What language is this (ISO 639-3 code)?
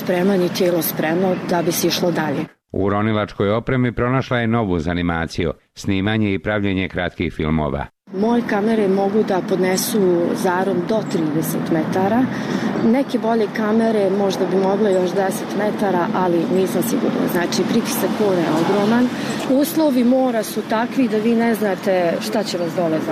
srp